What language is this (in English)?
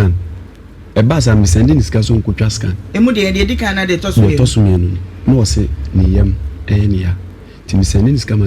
Akan